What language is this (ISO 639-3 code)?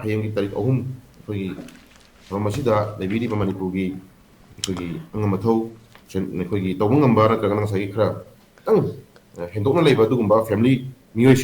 mni